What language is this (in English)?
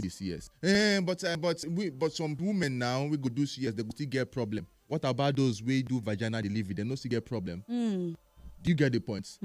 Nigerian Pidgin